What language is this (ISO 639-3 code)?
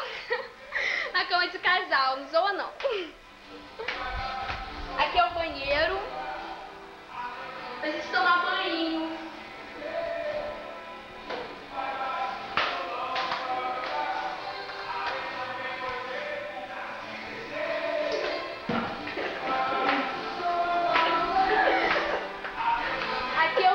por